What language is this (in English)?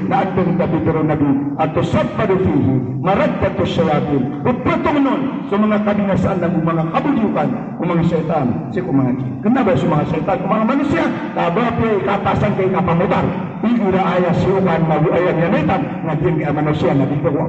Maranao